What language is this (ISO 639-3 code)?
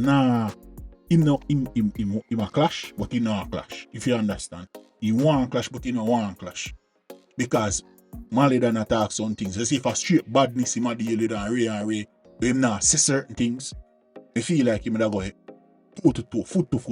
jam